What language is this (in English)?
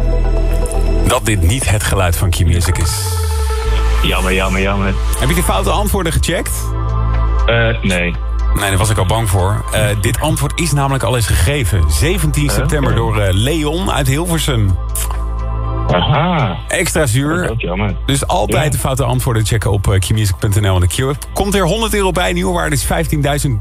Dutch